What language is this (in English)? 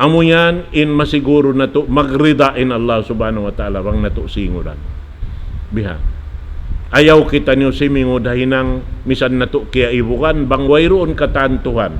Tausug